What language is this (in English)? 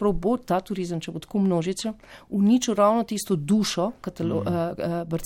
Slovenian